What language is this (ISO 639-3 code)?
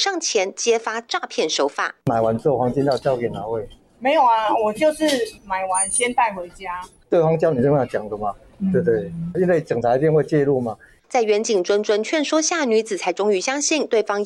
zho